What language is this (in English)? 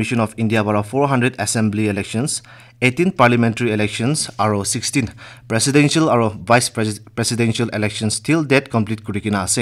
Naga Pidgin